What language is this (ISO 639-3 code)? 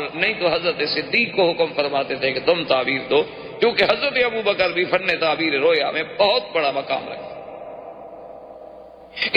urd